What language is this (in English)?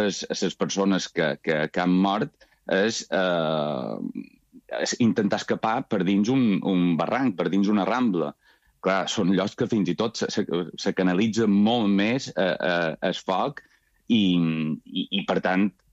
Catalan